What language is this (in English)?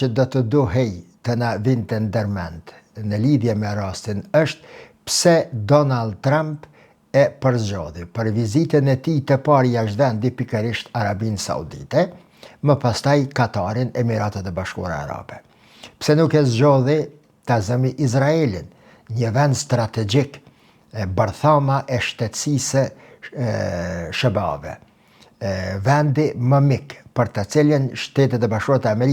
Albanian